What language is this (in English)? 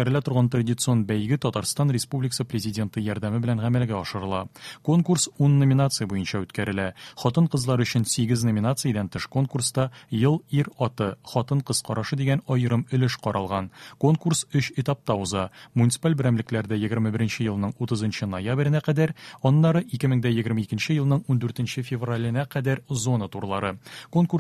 Tatar